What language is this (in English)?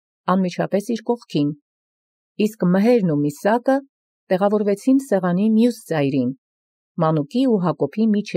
Armenian